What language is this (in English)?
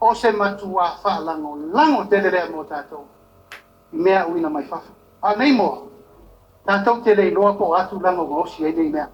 Samoan